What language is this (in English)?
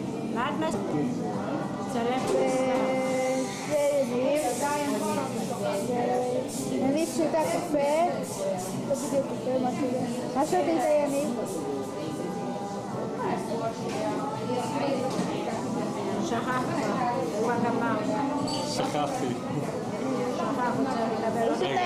Hebrew